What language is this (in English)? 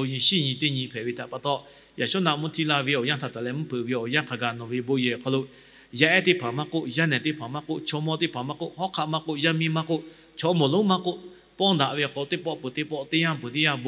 Lahu